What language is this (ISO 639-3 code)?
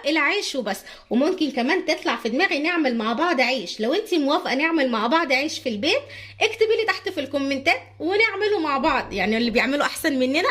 arz